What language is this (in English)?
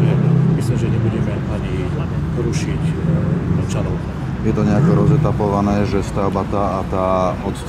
Slovak